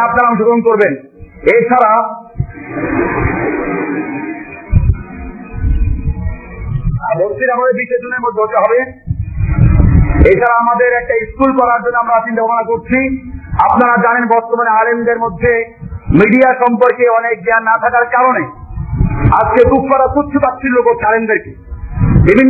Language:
Bangla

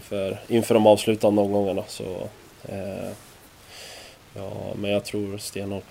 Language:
Swedish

